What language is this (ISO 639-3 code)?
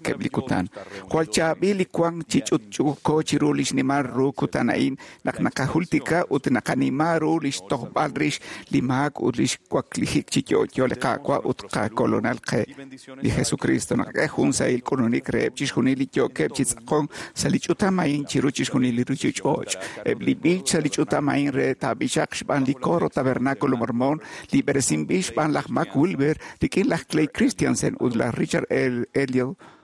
kek